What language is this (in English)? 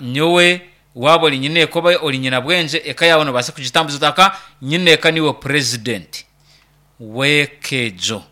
Nyankole